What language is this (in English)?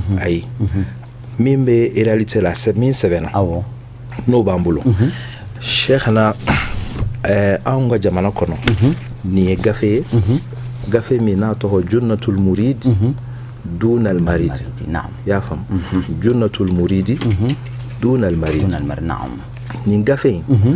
Bambara